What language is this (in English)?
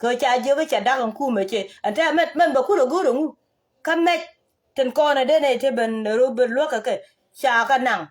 Nuer